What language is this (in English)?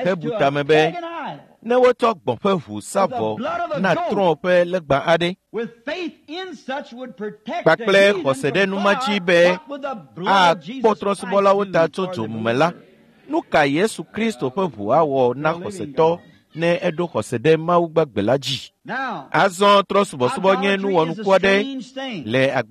Ewe